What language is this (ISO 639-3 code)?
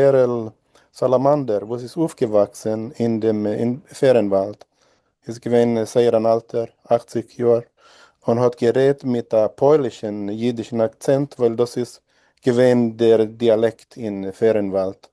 yid